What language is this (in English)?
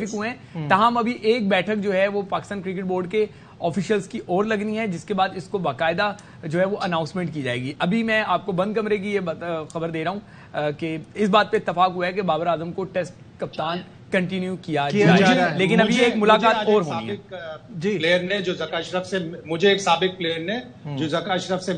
Urdu